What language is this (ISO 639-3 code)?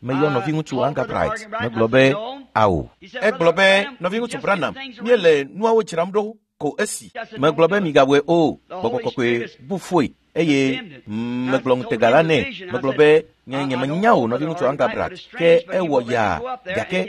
ewe